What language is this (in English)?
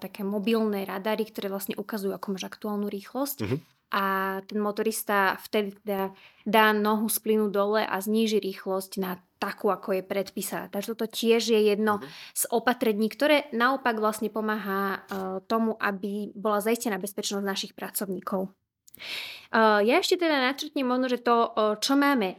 Slovak